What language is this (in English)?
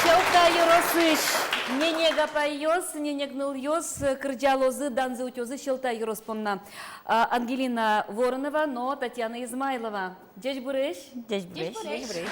Udmurt